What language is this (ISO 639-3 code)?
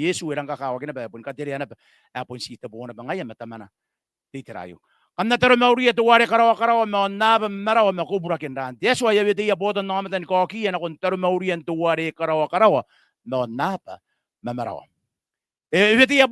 gil